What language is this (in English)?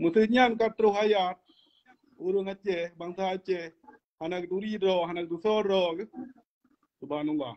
Achinese